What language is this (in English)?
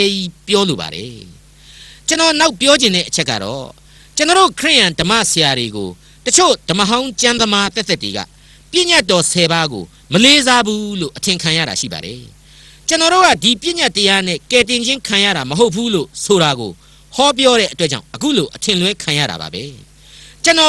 Burmese